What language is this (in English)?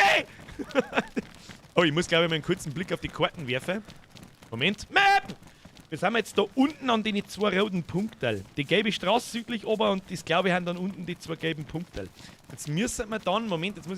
Bavarian